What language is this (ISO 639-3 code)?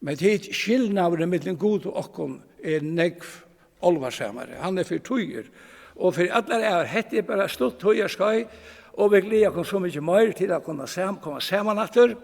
fao